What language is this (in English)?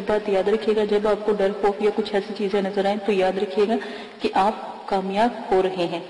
Urdu